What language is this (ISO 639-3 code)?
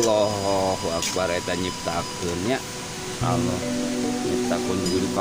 sun